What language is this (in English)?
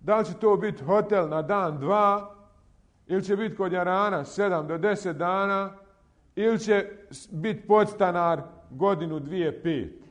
Bosnian